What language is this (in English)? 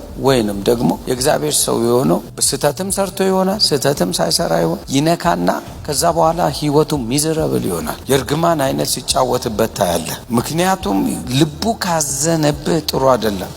Amharic